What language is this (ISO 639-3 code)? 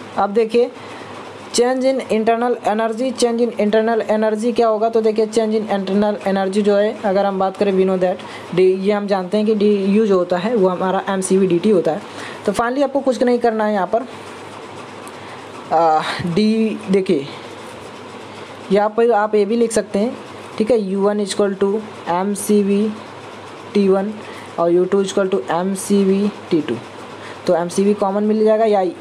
hin